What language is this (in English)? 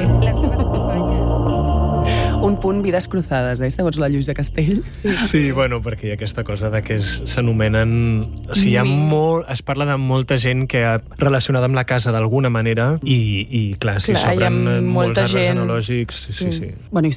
Catalan